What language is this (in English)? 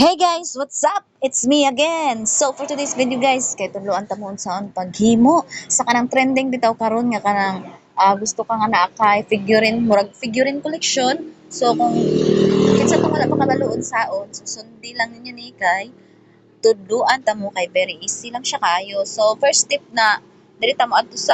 Cebuano